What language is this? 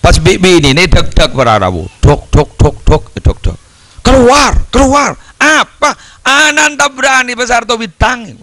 Madurese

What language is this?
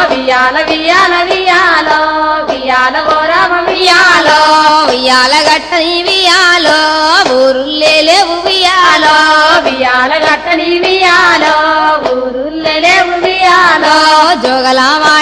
Telugu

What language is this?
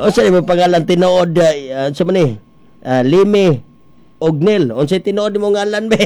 Cebuano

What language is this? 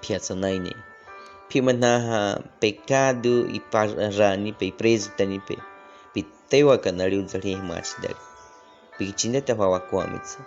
Baniwa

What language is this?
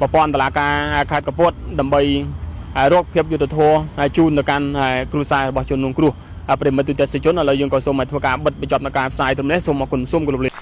Khmer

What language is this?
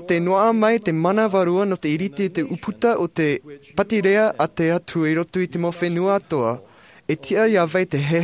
Tahitian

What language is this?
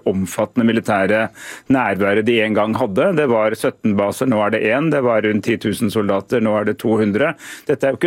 Norwegian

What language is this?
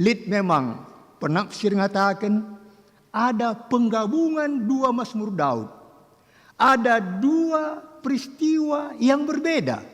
Batak Karo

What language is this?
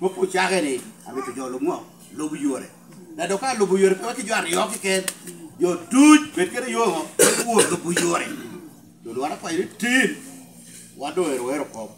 Lango (Uganda)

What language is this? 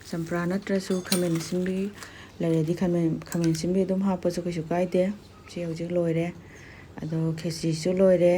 Manipuri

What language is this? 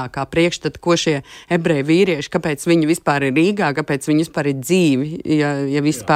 Latvian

